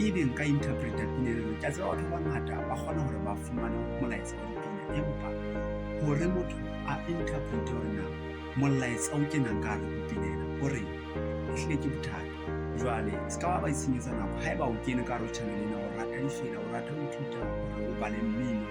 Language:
Southern Sotho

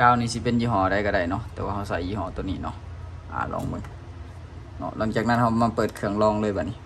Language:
Lao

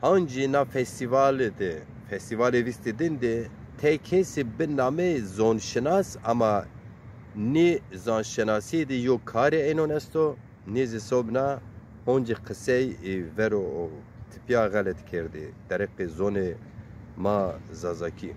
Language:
Zaza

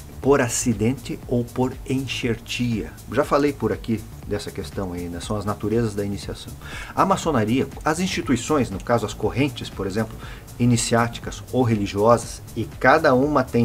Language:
Portuguese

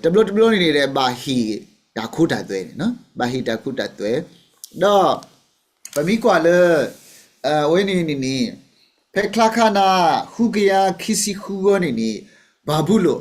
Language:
S'gaw Karen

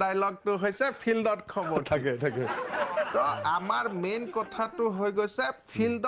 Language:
Assamese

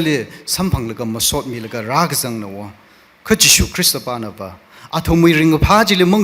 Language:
Tangkhul Naga (India)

